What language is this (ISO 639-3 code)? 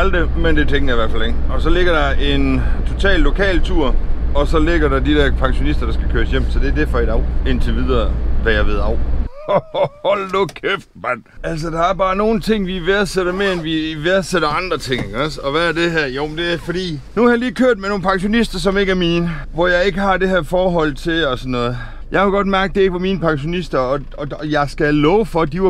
dan